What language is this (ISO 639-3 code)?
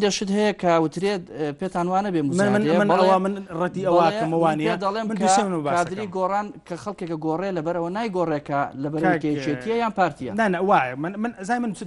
ckb